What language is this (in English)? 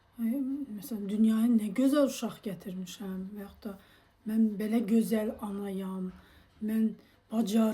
Azerbaijani